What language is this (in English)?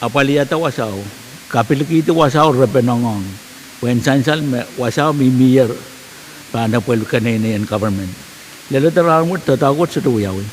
Pohnpeian